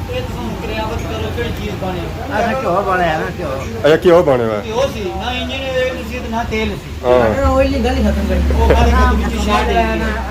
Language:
Pahari-Potwari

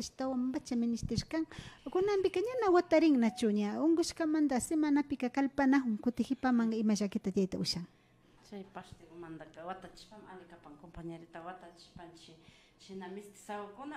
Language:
Imbabura Highland Quichua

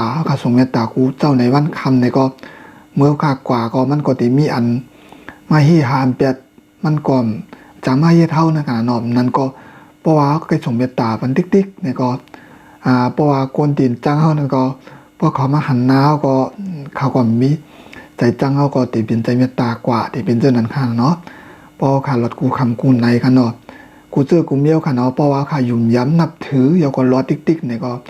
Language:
Shan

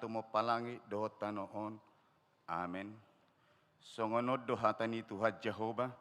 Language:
Batak Toba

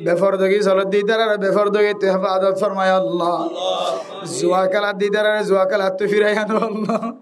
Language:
Rohingya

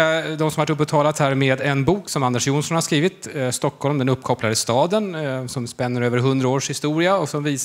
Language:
Swedish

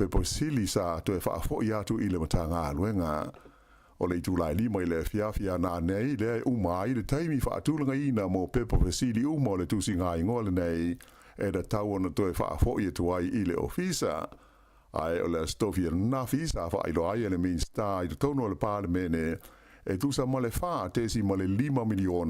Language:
Samoan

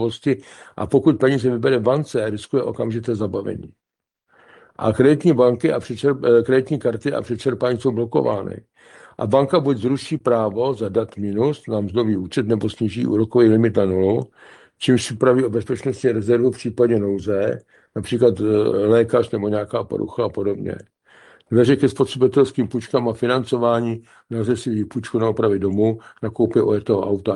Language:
Czech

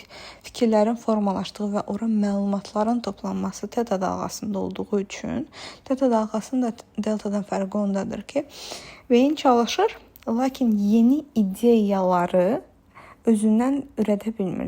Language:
Azerbaijani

